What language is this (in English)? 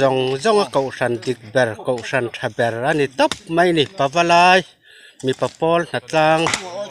Mizo